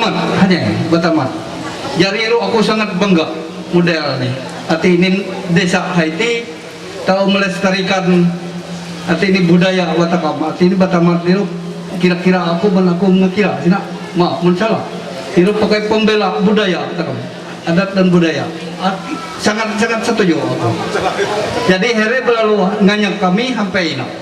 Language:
Ma'anyan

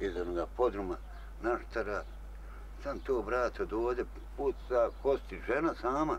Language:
Bosnian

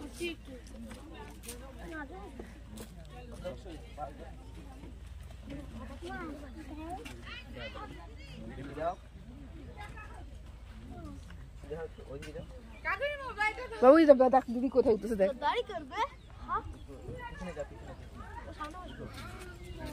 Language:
Bangla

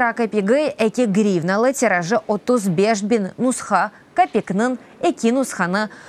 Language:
Crimean Tatar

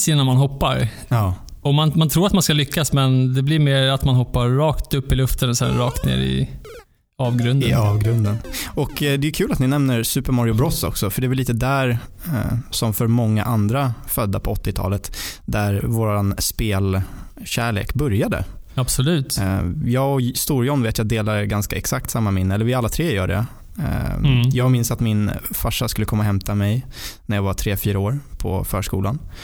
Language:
Swedish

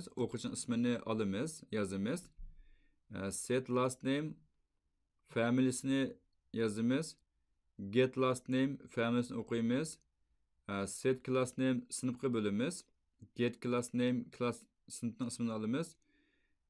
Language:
Uyghur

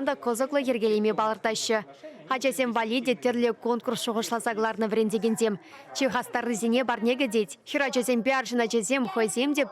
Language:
Chuvash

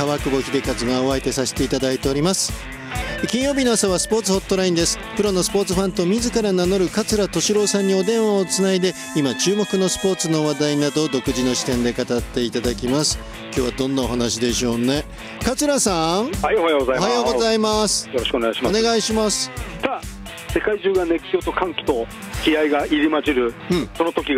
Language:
Japanese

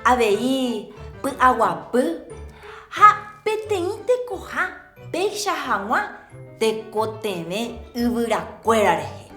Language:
Guarani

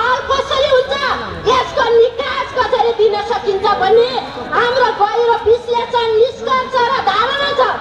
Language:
Nepali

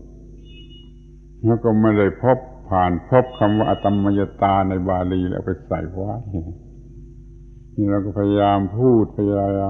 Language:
Thai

